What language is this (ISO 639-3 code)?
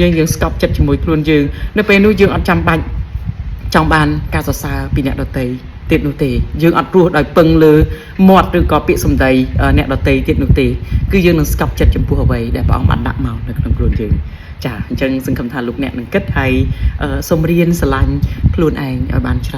khm